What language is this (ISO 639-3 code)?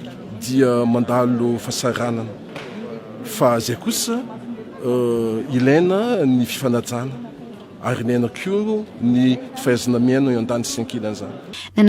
mlg